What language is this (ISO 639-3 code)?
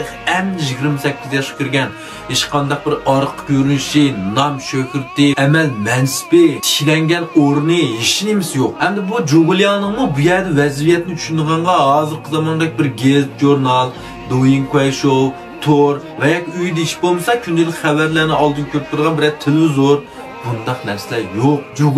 uig